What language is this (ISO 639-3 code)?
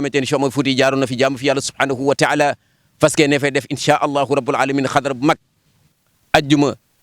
wol